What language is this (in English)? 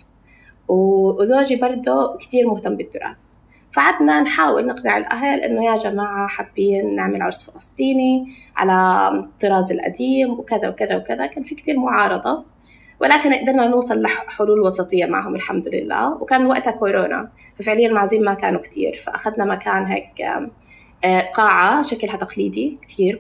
North Levantine Arabic